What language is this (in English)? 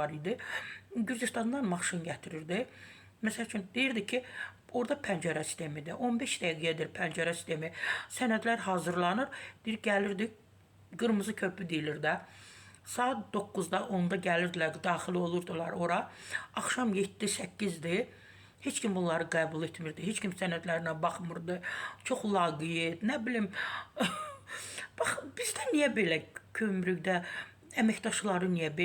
Azerbaijani